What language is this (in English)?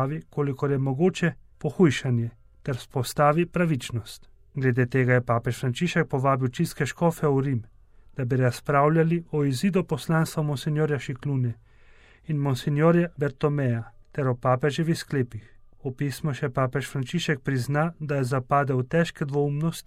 Slovenian